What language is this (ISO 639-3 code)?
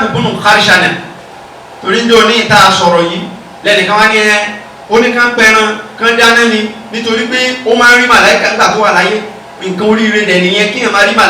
yor